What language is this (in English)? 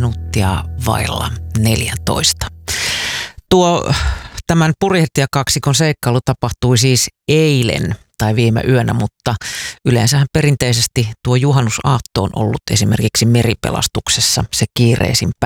Finnish